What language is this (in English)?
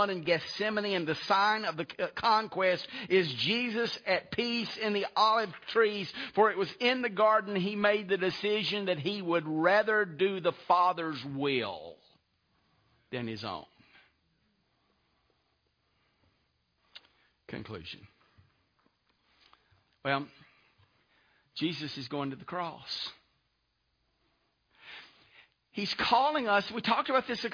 English